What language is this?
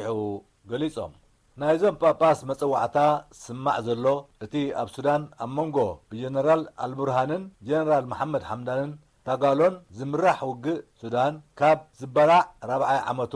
Tigrinya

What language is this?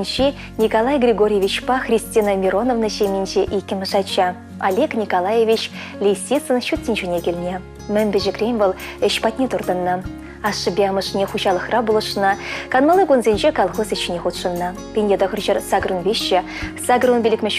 Chuvash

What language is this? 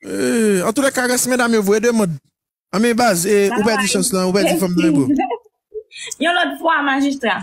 Haitian Creole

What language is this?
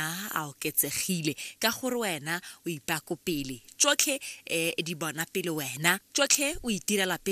Tswana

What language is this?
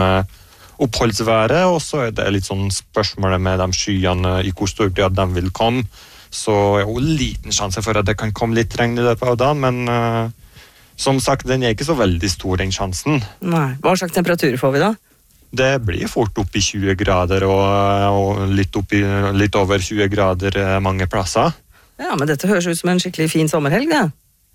Norwegian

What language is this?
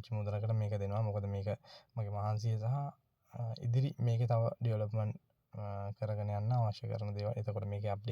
Sinhala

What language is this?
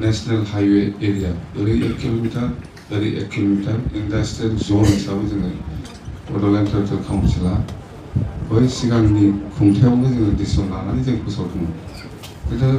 Bodo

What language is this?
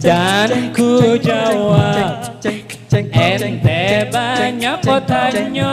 Banjar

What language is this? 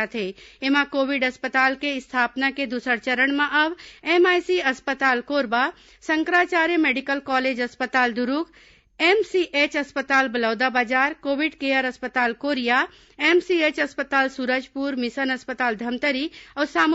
Chhattisgarhi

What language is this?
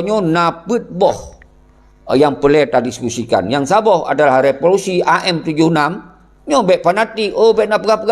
Achinese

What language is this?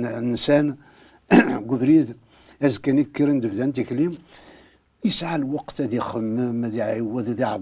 Kabyle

